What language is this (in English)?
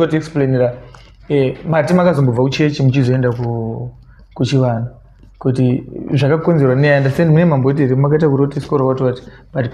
Shona